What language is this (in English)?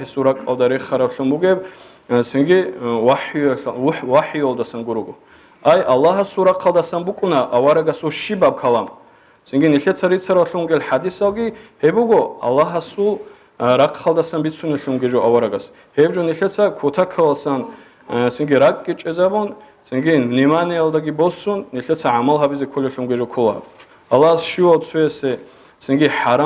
Avaric